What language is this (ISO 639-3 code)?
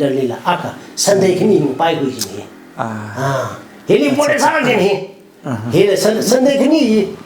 nmf